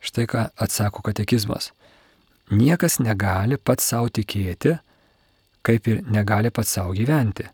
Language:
Lithuanian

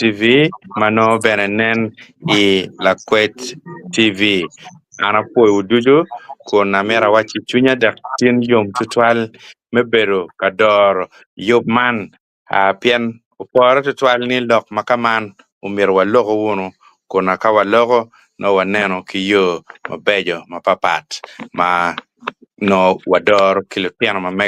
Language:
Acoli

